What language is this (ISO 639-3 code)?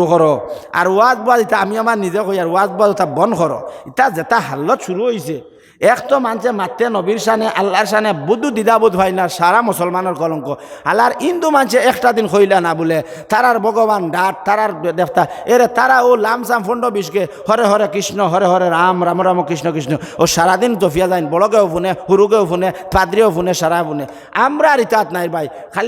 syl